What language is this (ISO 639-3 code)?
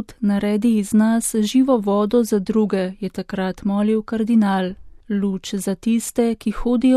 slv